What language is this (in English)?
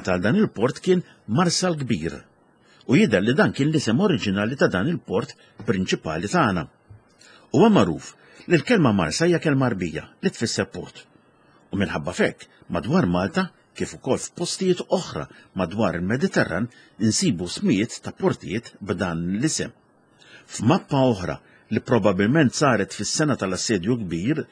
Maltese